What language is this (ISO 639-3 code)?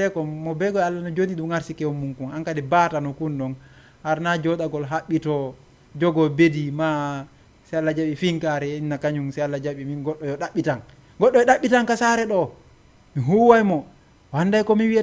ful